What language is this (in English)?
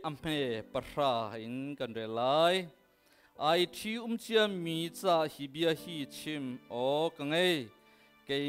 Hakha Chin